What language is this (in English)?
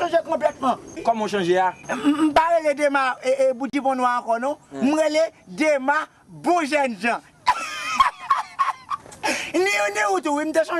Haitian Creole